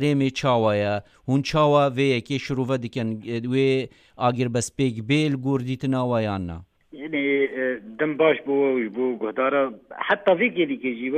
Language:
Kurdish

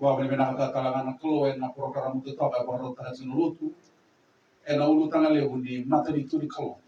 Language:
Fijian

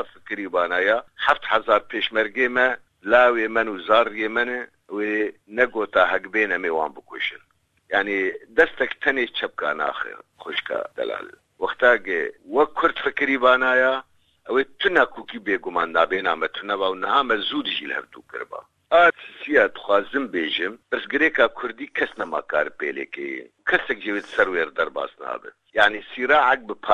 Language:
Kurdish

